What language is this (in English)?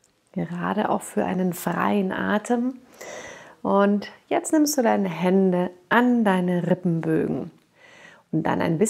German